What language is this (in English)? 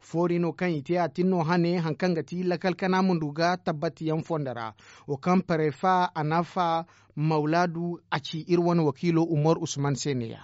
Zarma